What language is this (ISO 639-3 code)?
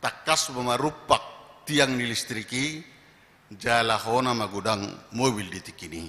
bbc